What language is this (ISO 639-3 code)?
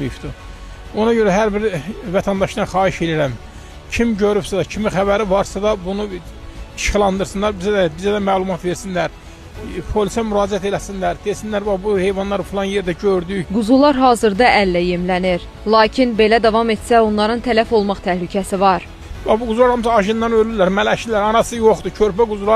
aze